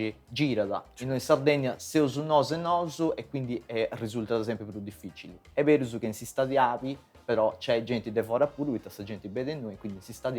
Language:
Sardinian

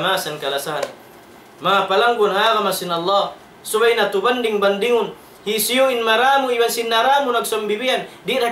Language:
Tausug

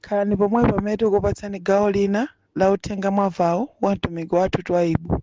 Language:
Nyanja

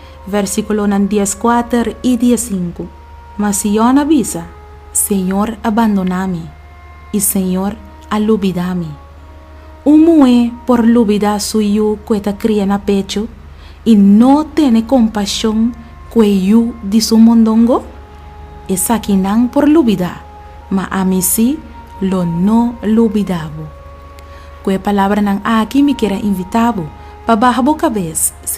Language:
Papiamento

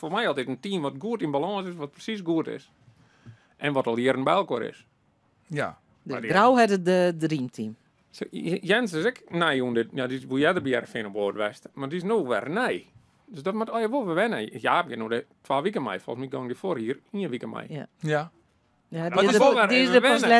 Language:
Western Frisian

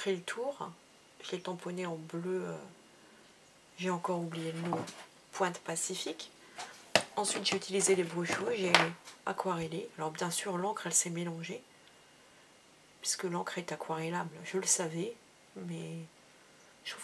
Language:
French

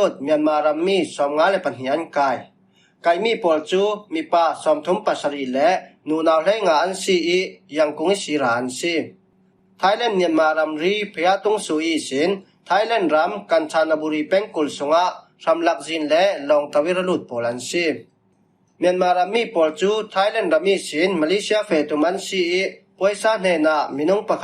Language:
Falam Chin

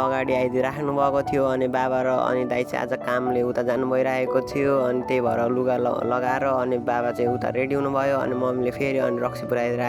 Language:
Nepali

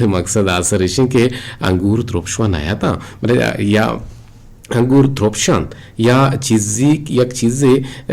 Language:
Eastern Balochi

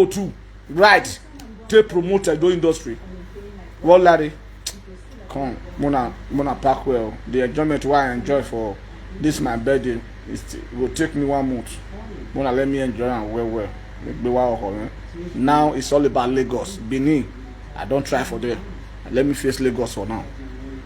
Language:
Nigerian Pidgin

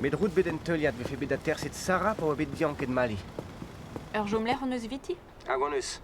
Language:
Breton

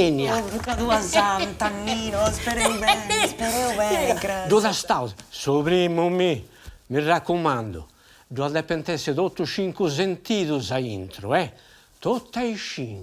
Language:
Sardinian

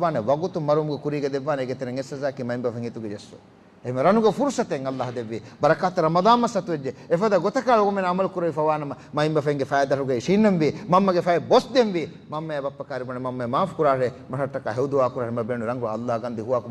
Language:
Divehi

